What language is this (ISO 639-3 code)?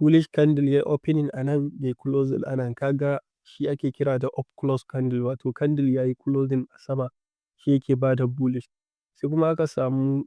hau